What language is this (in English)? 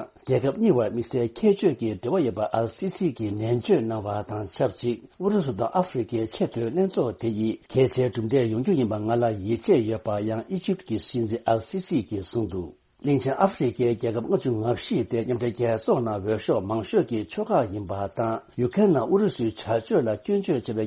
Tibetan